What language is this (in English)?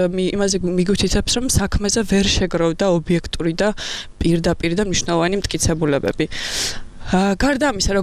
Georgian